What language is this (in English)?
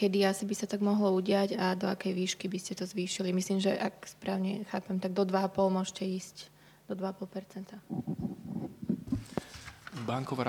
Slovak